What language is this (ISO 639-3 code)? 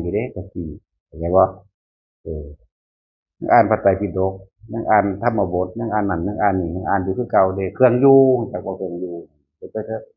tts